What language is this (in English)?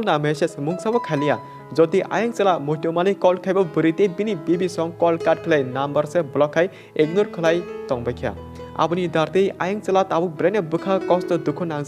Kok Borok